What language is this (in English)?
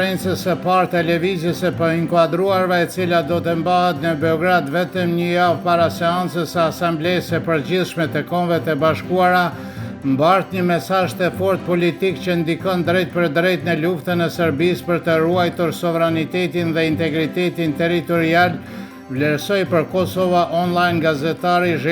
Albanian